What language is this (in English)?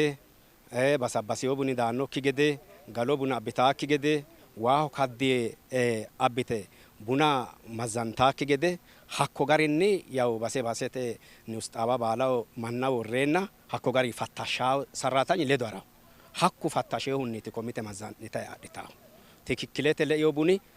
Sidamo